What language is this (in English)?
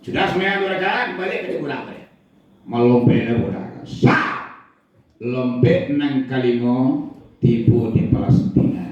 Minangkabau